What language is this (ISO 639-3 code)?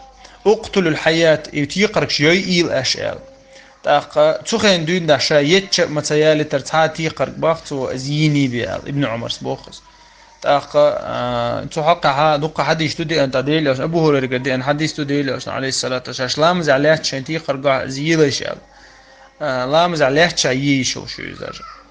che